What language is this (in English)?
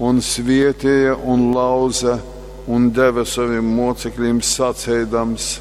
Latgalian